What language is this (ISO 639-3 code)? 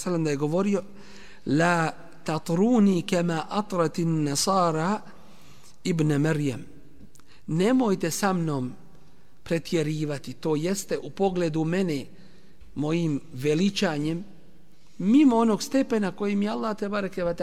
bos